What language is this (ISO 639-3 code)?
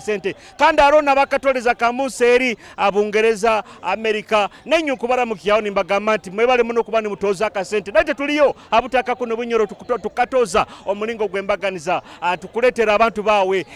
nyo